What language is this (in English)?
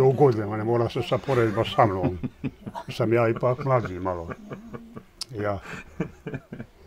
Bosnian